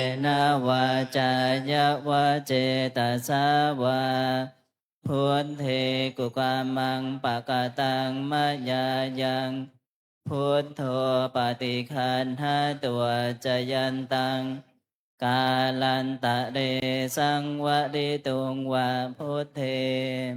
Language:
Pali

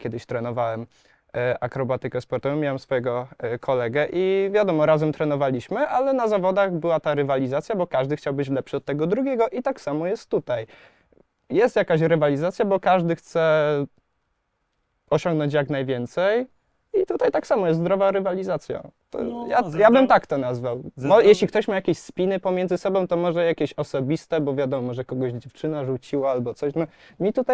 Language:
Polish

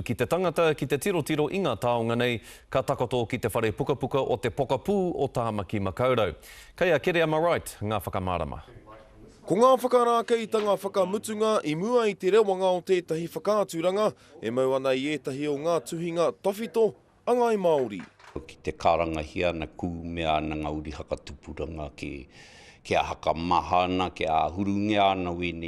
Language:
Māori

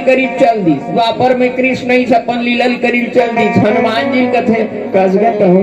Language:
Chhattisgarhi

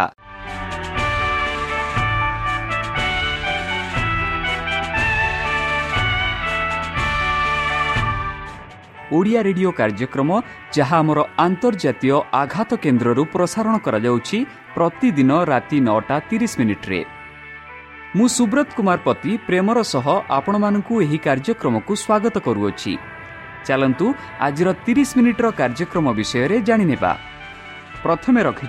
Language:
Odia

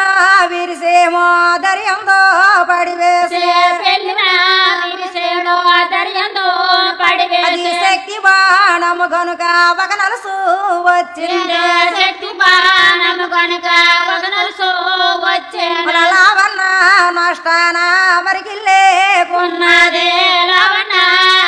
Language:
Telugu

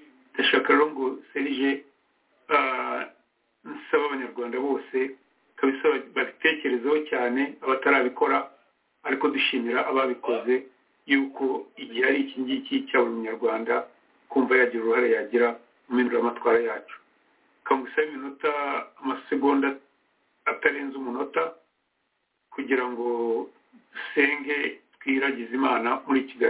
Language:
Kinyarwanda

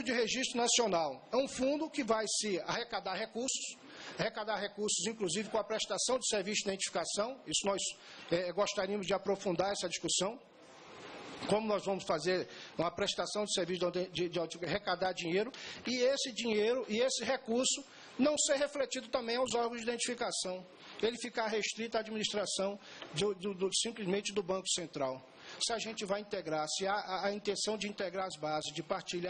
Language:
Portuguese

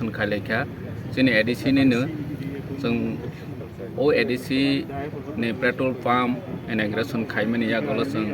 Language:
Kok Borok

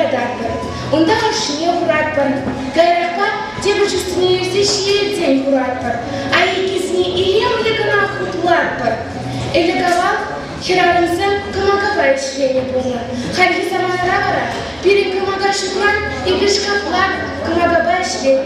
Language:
Chuvash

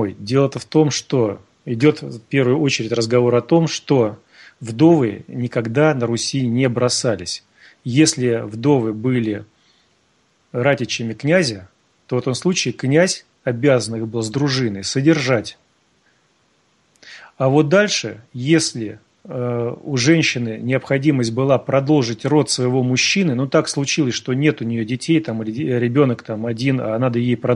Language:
Russian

